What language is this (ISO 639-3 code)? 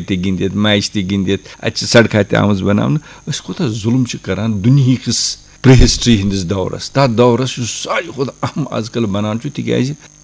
kas